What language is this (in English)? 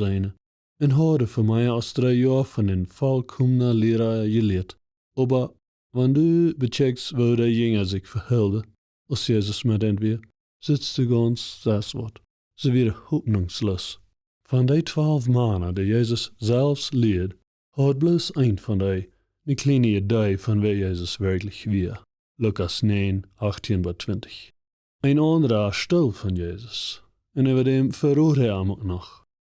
Plautdietsch